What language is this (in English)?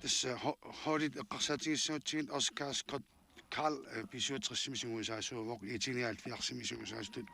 Kalaallisut